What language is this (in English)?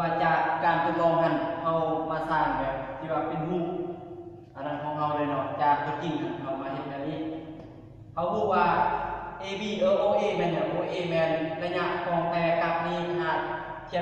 Lao